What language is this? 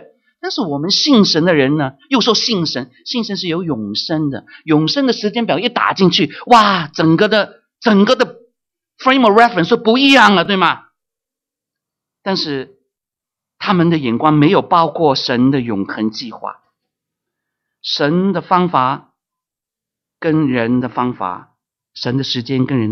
Chinese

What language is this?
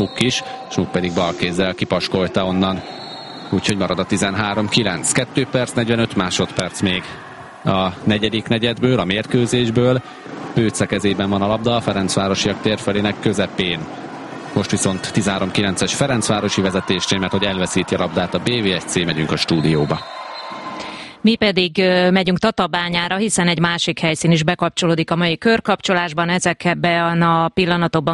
Hungarian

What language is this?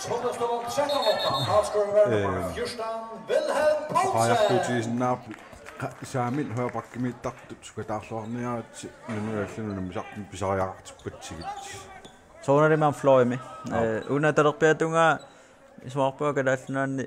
Kalaallisut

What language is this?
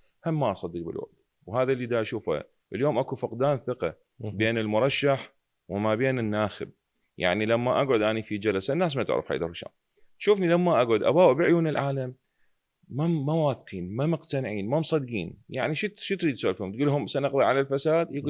Mesopotamian Arabic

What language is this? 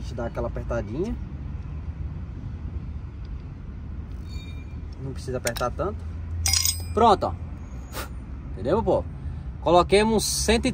Portuguese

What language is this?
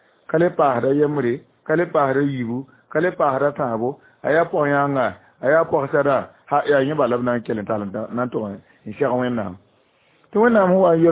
Mossi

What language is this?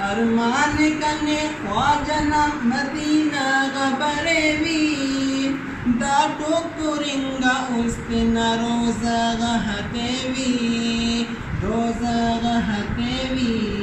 Brahui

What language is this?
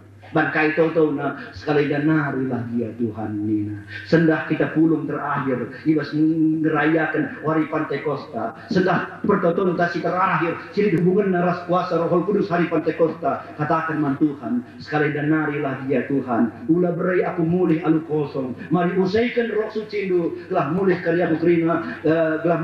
Batak Karo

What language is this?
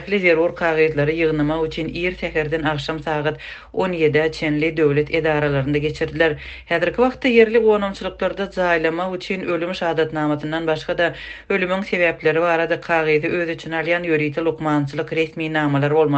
Turkmen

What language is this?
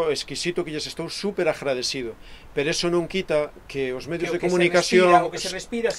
Galician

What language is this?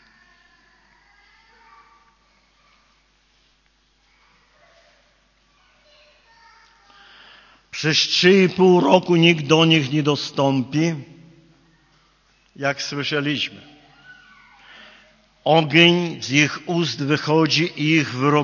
Polish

